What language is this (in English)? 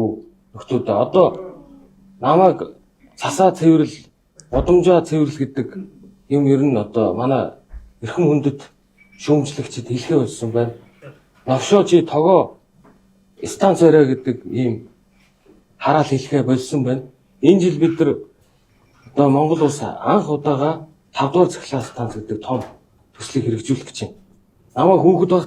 Mongolian